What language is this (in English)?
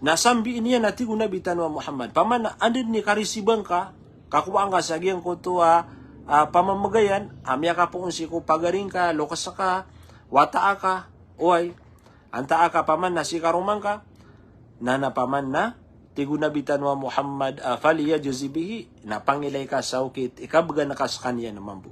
Maranao